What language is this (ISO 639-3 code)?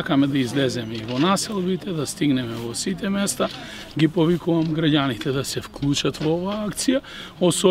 mkd